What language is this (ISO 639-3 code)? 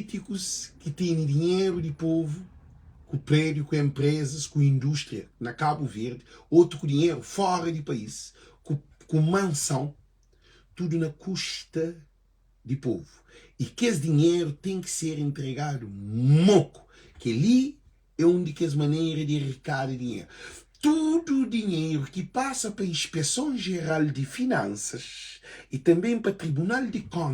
kea